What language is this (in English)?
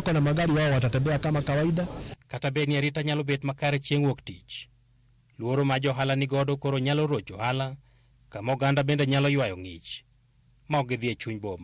Luo (Kenya and Tanzania)